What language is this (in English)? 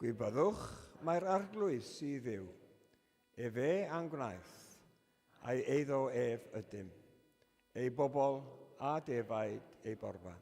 Welsh